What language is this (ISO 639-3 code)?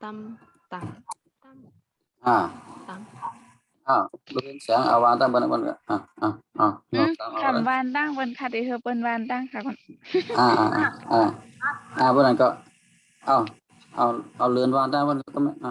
shn